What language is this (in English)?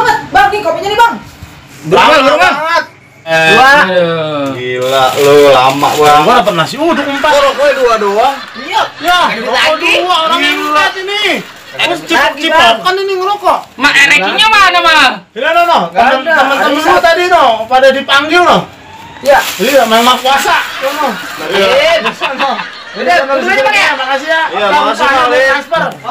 Betawi